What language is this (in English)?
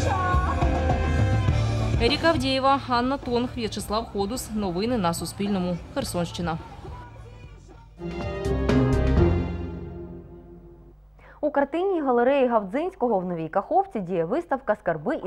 Ukrainian